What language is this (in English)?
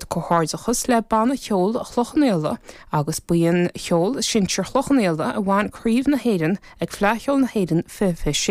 Irish